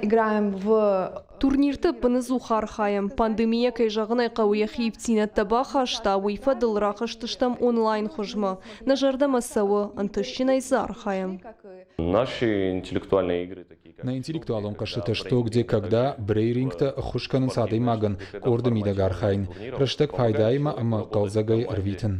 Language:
Ossetic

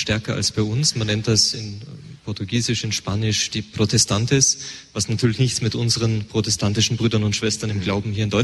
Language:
German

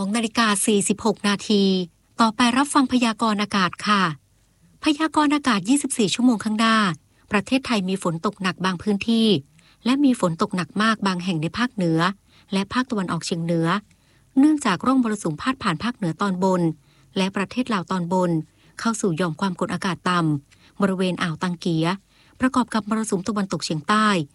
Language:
Thai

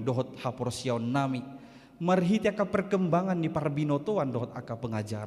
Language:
Batak Toba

